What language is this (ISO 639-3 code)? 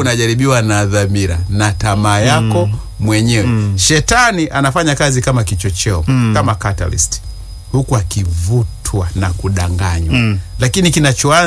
swa